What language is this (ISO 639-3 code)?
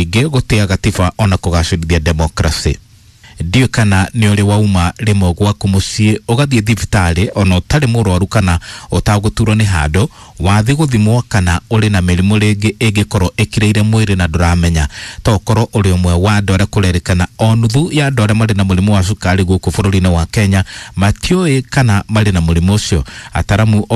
kik